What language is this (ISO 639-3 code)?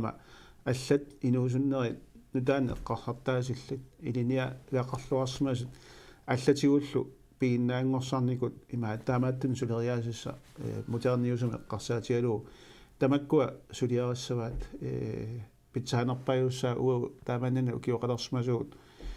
kal